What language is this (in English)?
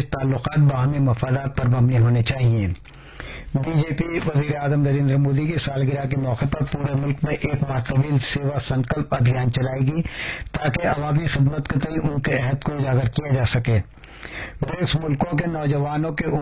Urdu